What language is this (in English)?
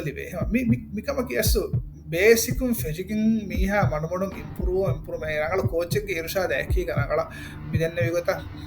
Divehi